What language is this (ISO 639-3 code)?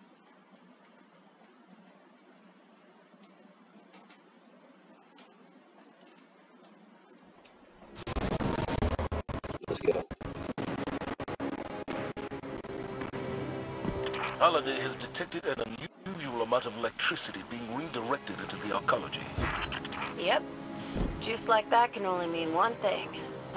eng